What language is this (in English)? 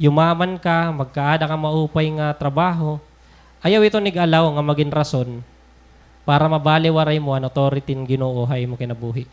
Waray